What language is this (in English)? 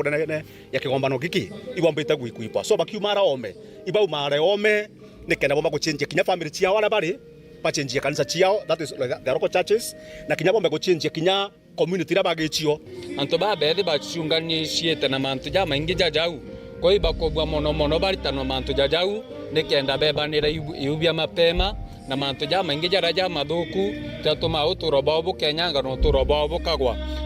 Meru